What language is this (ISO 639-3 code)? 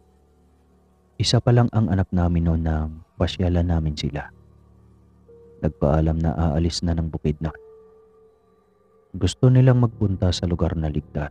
fil